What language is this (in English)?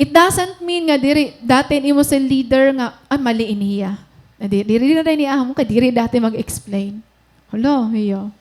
Waray